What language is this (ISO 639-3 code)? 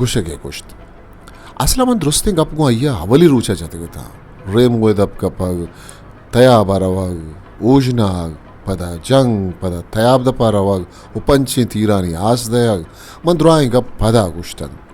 bgp